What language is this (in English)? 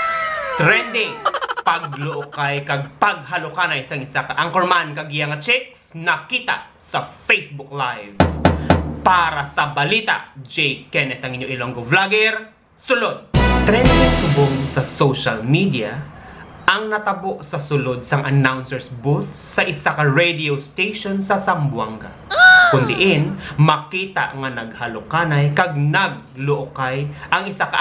Hiligaynon